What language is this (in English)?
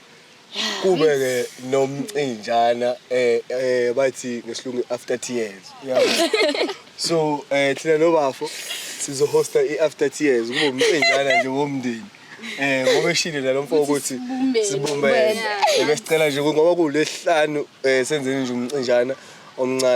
Zulu